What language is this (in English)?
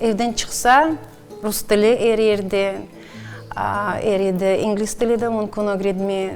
Crimean Tatar